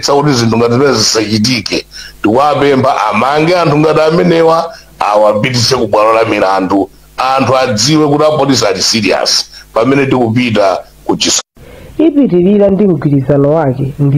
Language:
Nyanja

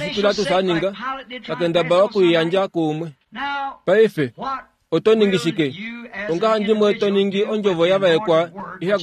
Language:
Kuanyama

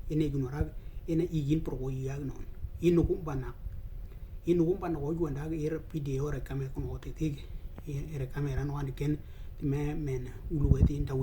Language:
Western Dani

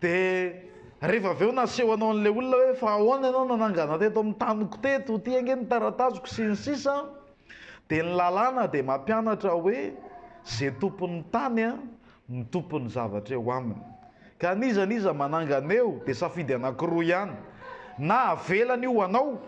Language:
Malagasy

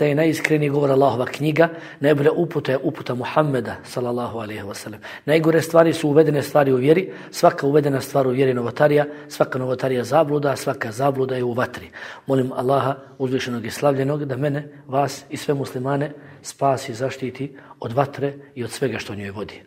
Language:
Bosnian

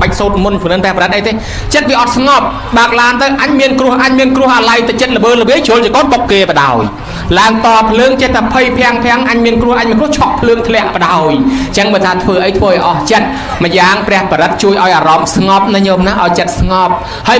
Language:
Khmer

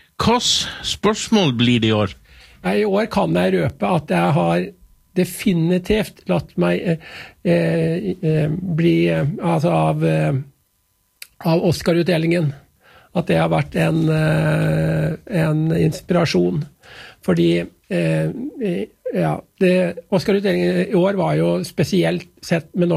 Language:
Norwegian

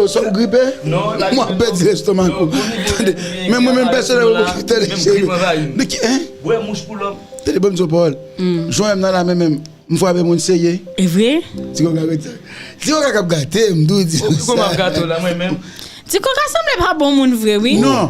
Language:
Haitian Creole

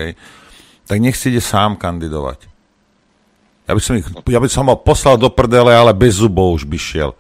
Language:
Slovak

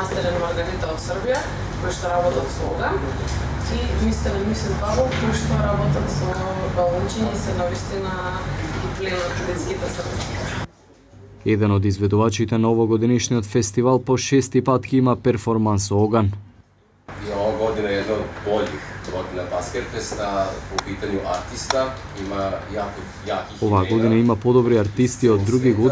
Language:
Macedonian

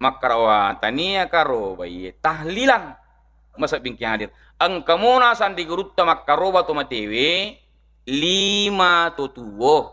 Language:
Buginese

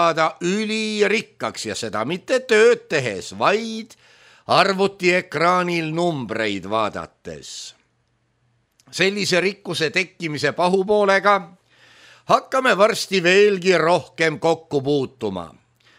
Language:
Estonian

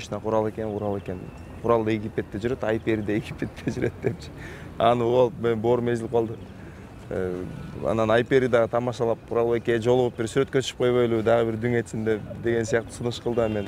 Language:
Kyrgyz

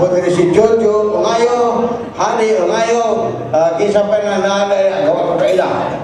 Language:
Cebuano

